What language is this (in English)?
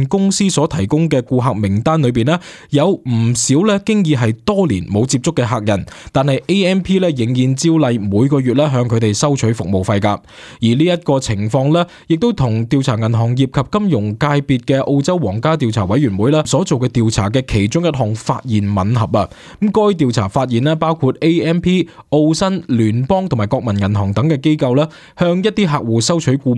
Cantonese